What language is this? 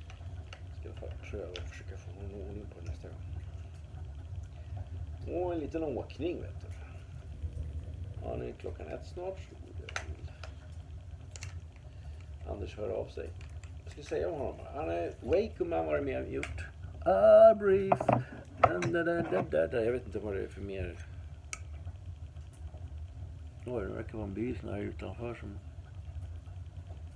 Swedish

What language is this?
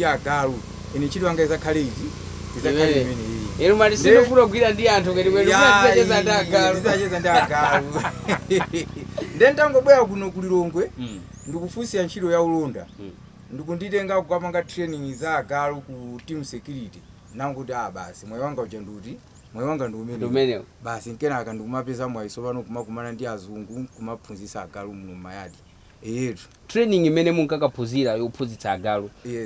Nyanja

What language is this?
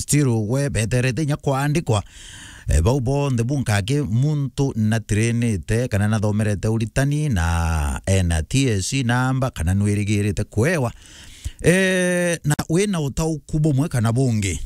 Meru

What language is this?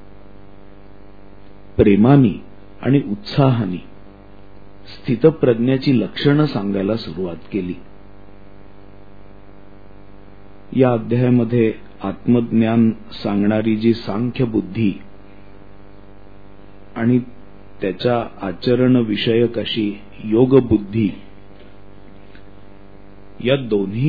Marathi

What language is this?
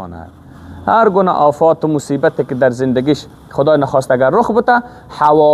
Persian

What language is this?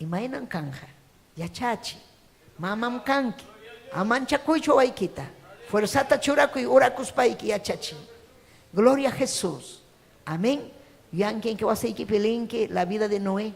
Ayacucho Quechua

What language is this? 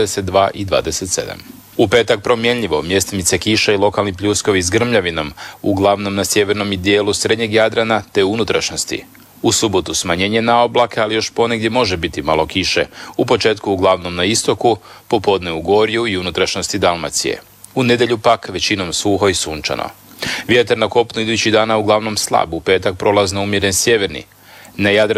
Croatian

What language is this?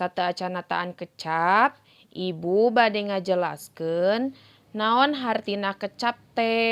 Sundanese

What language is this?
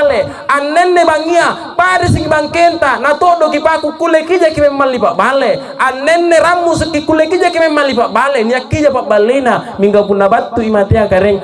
Makasar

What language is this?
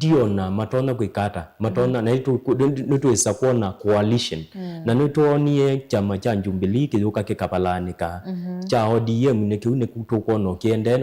Kamba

